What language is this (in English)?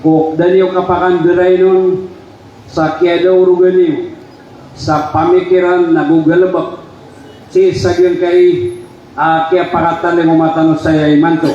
Maranao